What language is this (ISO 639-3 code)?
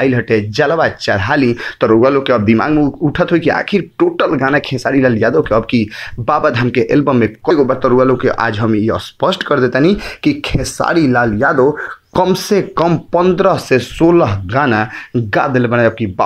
bho